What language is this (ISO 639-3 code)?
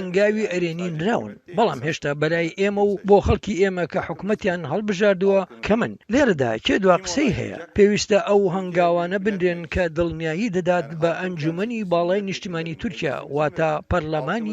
ckb